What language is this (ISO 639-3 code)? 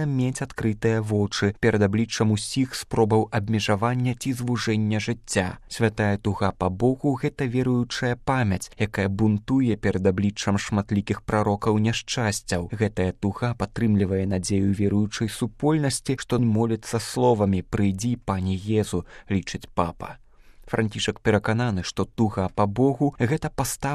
bel